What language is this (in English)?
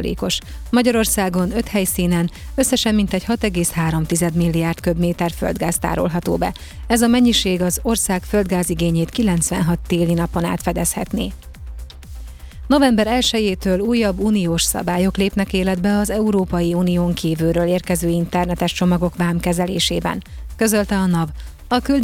Hungarian